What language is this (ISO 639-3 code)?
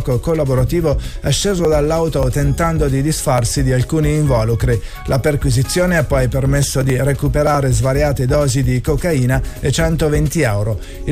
ita